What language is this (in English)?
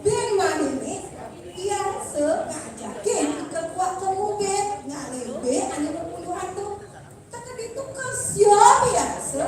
Balinese